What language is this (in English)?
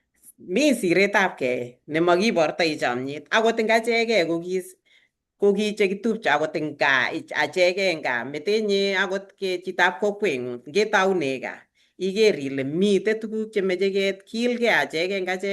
Kalenjin